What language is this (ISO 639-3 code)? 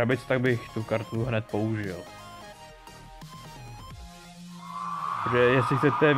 ces